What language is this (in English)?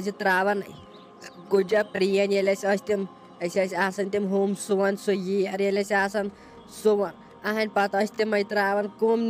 Kashmiri